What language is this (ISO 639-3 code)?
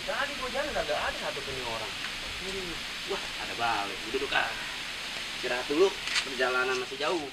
bew